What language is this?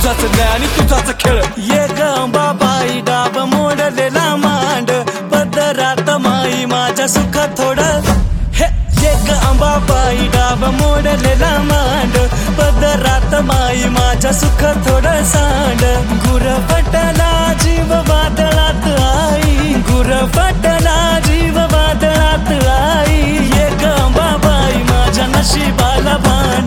Marathi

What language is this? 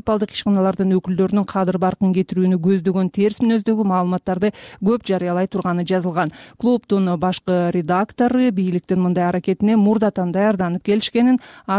Kyrgyz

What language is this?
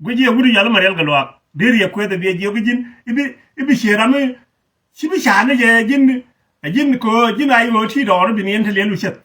Nuer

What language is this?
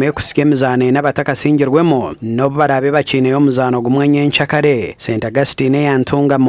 Nyankole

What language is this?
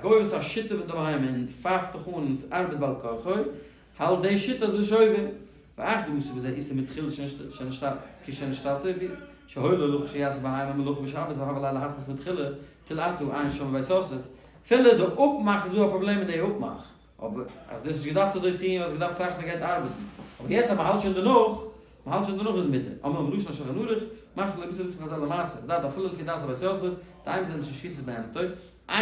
Yiddish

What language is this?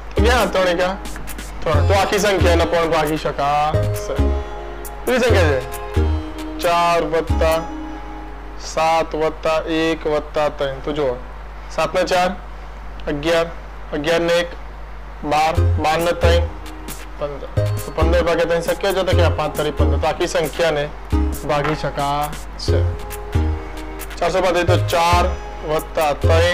Gujarati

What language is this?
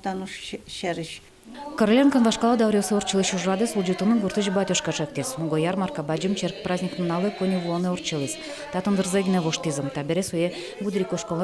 Udmurt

